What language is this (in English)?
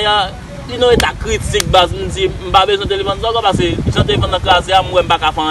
Haitian Creole